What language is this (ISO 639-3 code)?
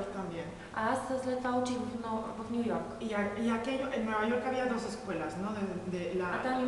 bul